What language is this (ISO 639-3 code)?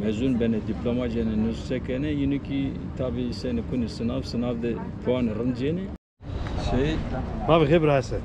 zza